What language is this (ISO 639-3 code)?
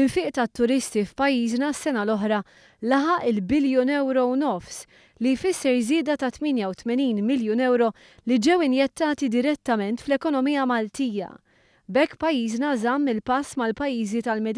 mlt